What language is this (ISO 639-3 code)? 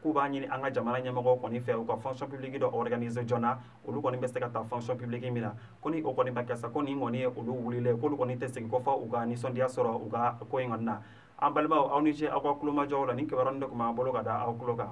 bam